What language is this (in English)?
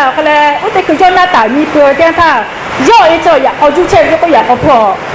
Lahu